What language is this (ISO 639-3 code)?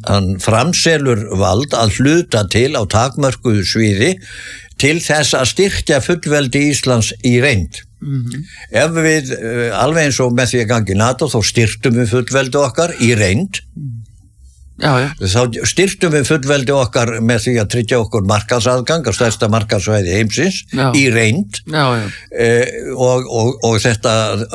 isl